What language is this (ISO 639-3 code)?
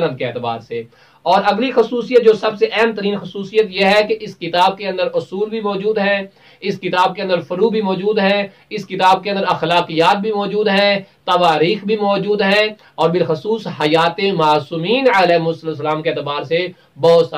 urd